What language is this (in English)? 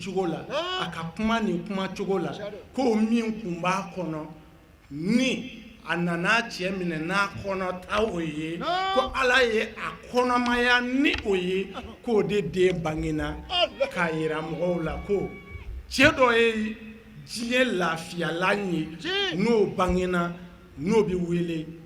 Bambara